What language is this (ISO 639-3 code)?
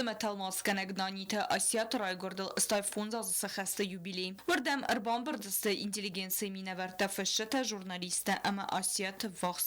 oss